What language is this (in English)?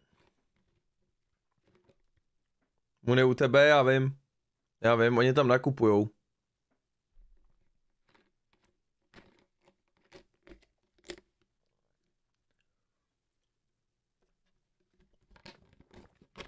Czech